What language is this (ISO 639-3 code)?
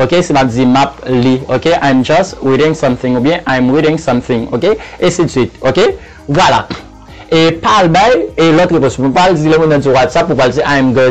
hat